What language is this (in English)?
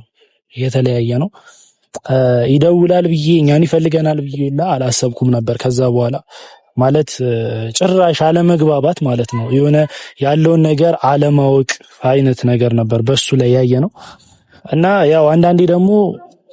Amharic